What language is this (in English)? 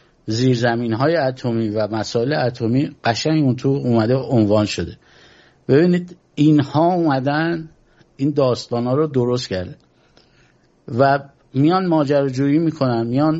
Persian